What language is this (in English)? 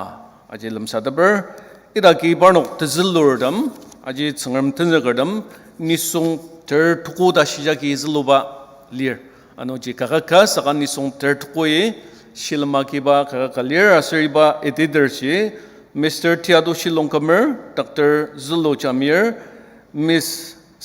Ao Naga